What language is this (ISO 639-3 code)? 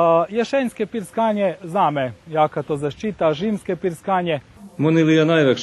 rue